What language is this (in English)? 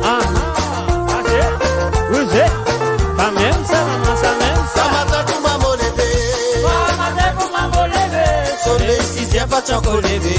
Morisyen